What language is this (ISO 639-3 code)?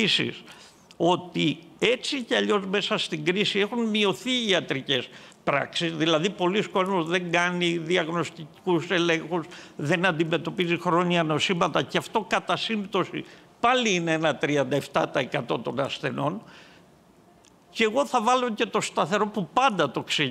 ell